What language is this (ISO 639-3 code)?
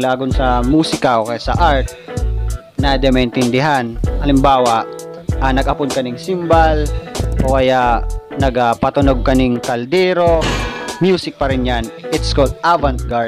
bik